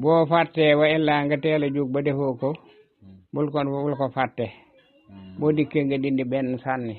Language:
Wolof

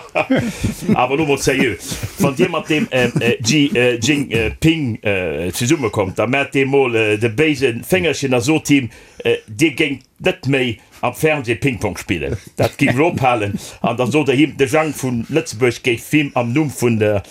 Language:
Luxembourgish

